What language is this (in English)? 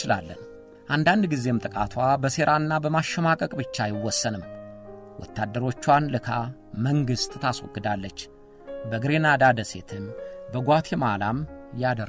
Amharic